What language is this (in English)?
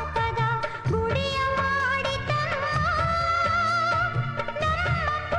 Kannada